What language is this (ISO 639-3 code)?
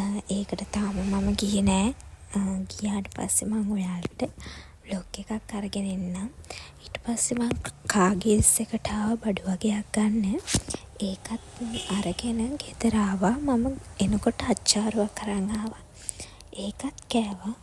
sin